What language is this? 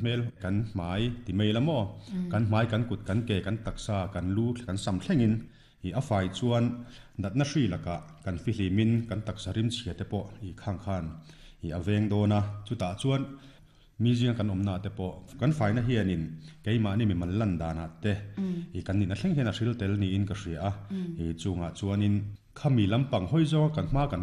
Mizo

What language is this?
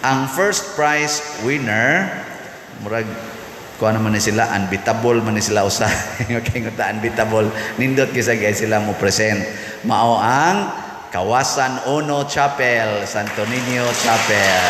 Cebuano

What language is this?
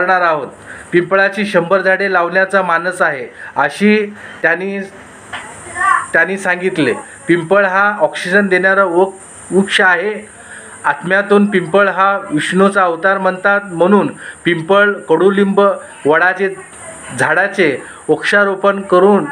Marathi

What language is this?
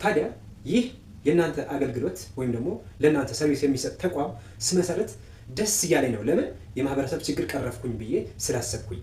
Amharic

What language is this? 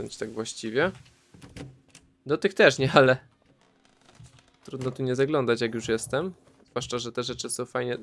Polish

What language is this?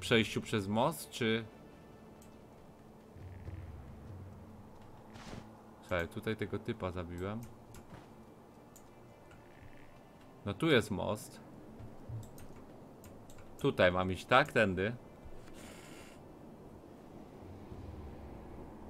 Polish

